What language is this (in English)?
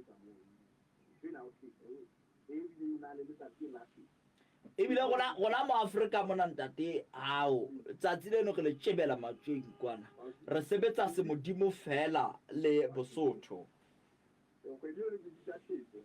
Southern Sotho